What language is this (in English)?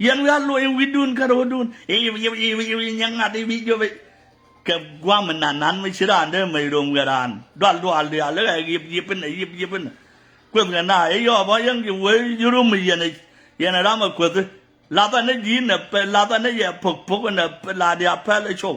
Nuer